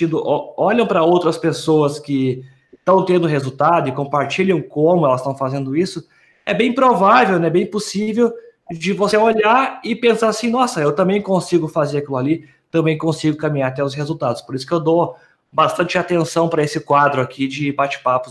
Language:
Portuguese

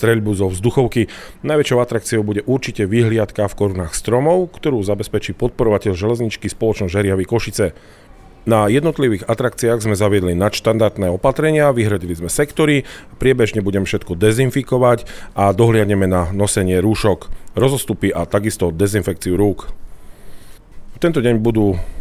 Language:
Slovak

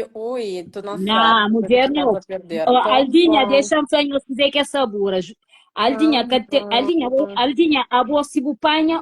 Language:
Kabuverdianu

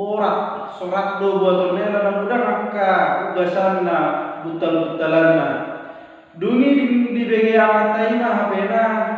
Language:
Batak Toba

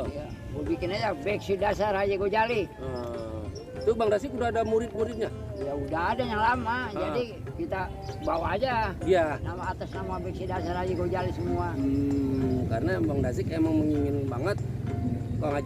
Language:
Betawi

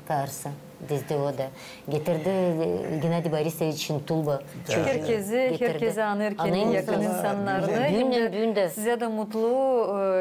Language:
Gagauz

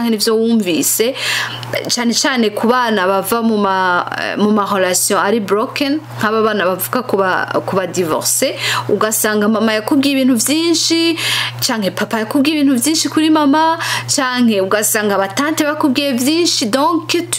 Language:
Rundi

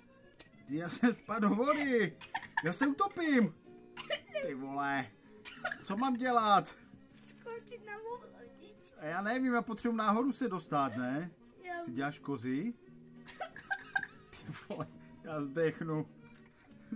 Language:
Czech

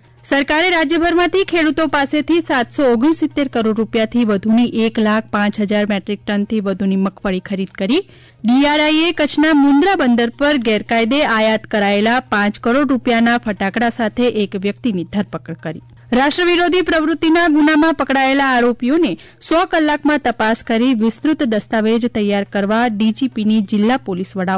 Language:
Gujarati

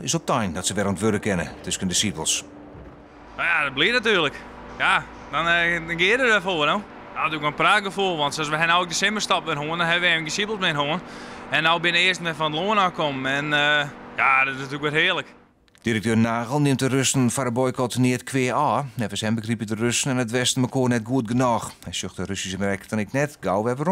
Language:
Western Frisian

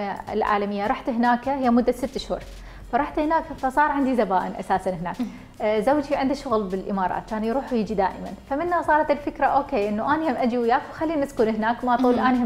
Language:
Mesopotamian Arabic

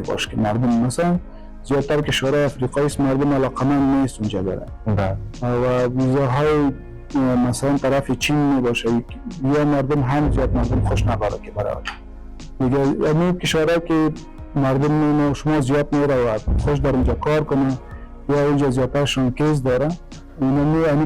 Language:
Persian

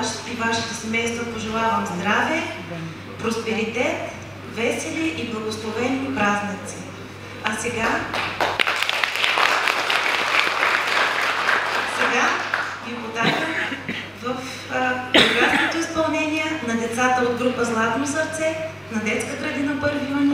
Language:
Bulgarian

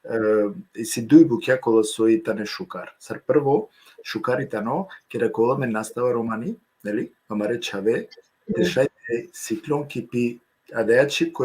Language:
Balkan Romani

